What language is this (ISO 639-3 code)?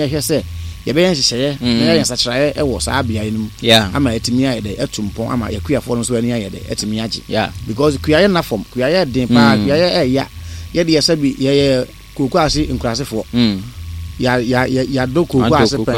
aka